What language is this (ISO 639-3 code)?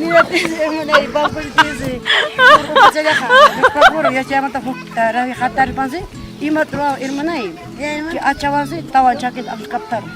quy